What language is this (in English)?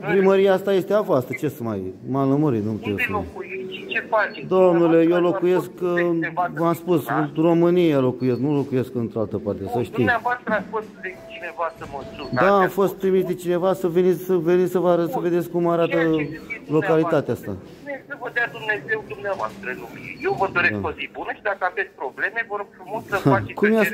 Romanian